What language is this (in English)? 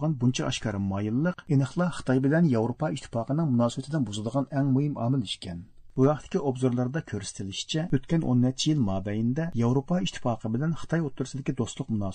Uyghur